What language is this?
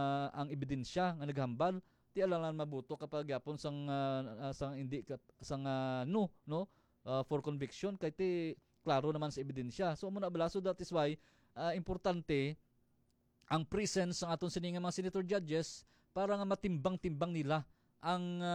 Hiligaynon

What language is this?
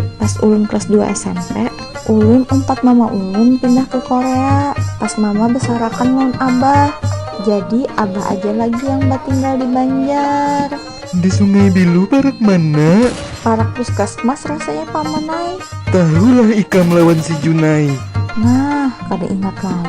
Banjar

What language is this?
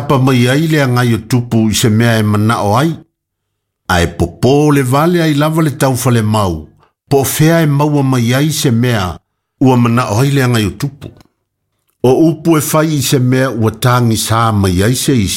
Samoan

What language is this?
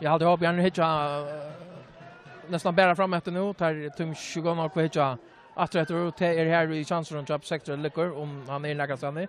Faroese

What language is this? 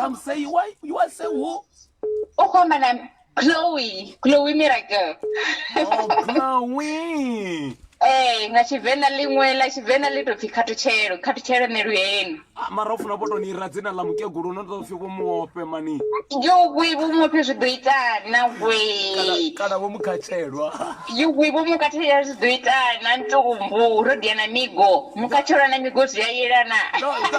Venda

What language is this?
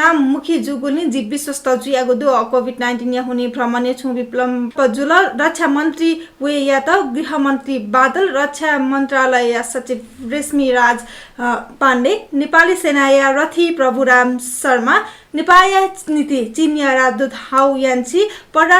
Newari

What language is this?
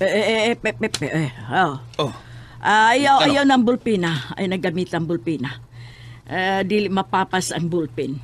Cebuano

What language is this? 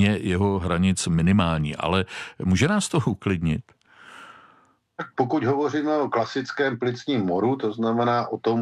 Czech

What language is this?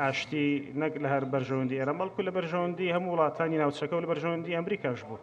Central Kurdish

